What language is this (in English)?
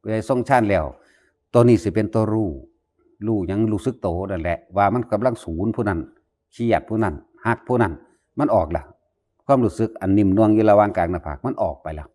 Northeastern Thai